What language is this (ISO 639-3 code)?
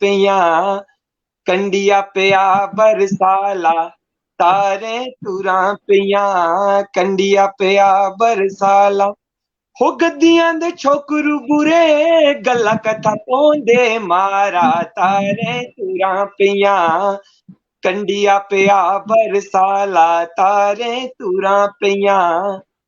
doi